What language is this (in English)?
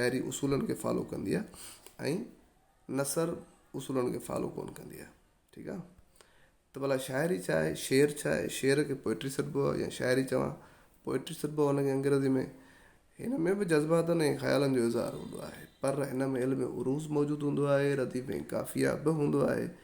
Sindhi